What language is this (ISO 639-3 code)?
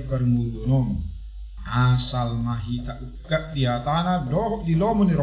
bbc